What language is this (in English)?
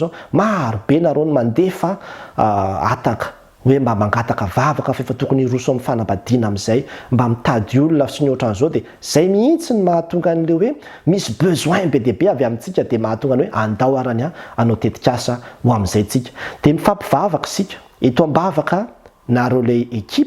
Malagasy